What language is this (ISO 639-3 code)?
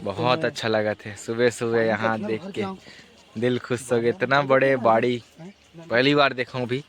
hne